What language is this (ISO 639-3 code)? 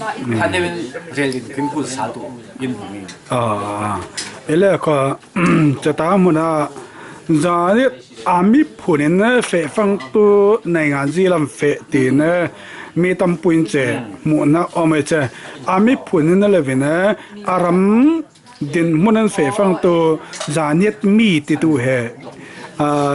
cfm